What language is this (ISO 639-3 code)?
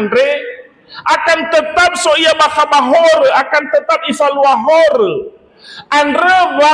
nia